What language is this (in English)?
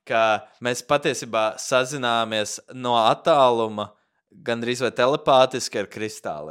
Latvian